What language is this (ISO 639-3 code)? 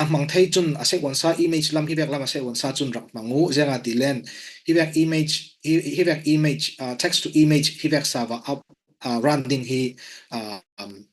cfm